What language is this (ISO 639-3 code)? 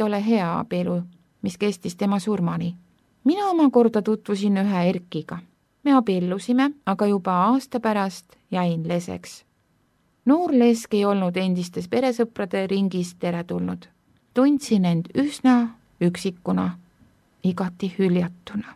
est